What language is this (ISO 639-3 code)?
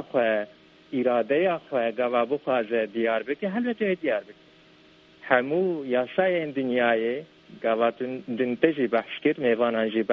kur